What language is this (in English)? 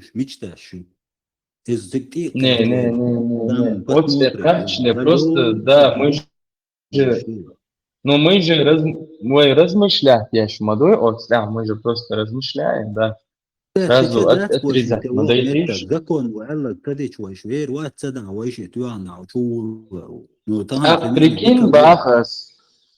Chechen